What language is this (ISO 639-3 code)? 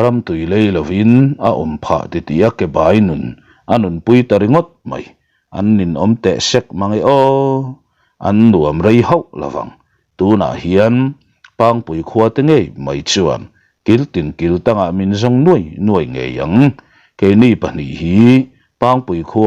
lus